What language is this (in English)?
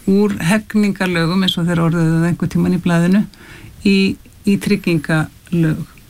Icelandic